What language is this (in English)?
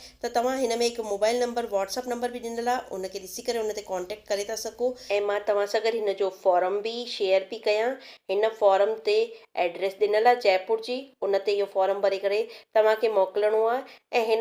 Sindhi